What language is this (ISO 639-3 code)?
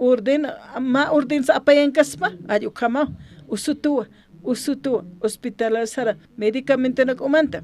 aym